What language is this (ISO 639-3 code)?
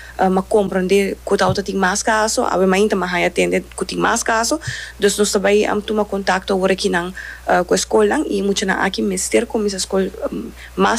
pap